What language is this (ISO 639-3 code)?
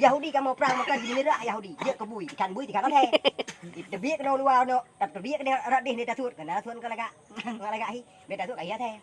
ace